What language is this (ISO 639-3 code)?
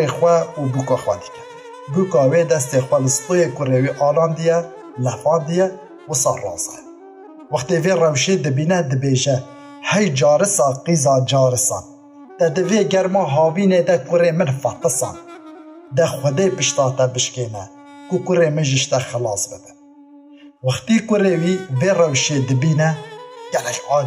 kur